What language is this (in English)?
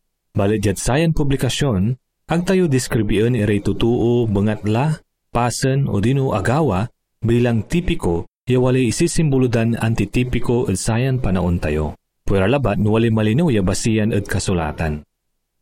Pangasinan